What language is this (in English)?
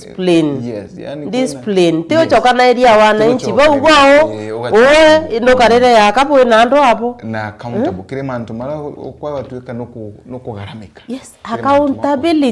Meru